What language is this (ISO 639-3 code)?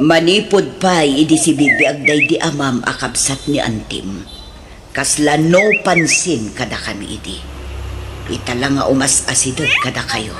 ilo